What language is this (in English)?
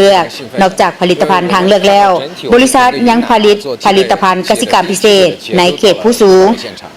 Lao